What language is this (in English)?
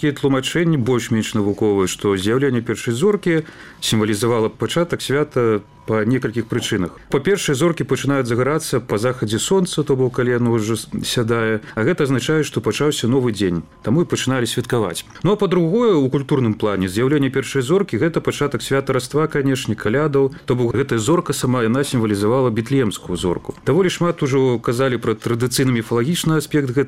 Belarusian